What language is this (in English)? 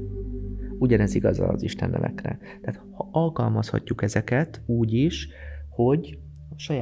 Hungarian